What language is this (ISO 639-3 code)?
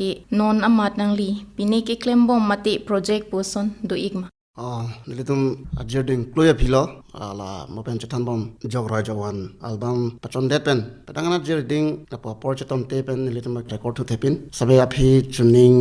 mjw